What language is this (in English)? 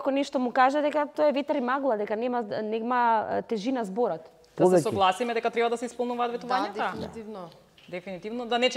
Macedonian